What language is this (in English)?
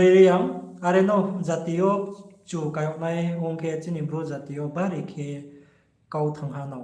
Riang (India)